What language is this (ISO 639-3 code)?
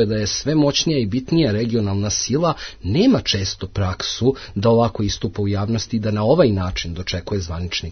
srp